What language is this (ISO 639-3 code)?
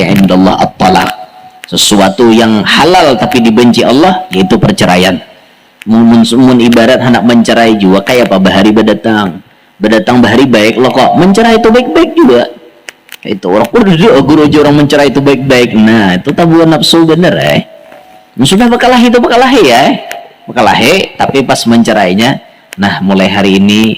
bjn